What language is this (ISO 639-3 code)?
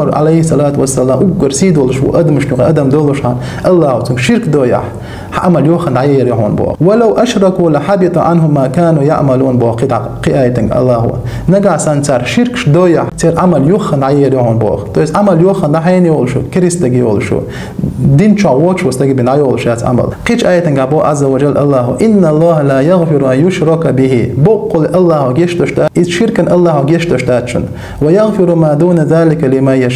che